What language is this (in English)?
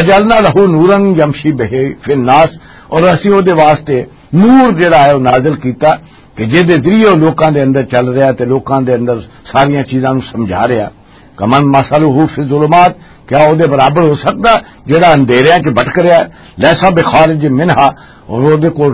Western Panjabi